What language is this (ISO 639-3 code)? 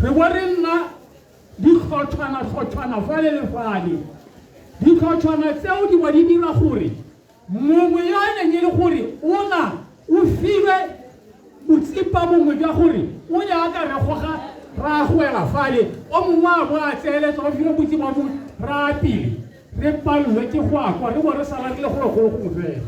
tsn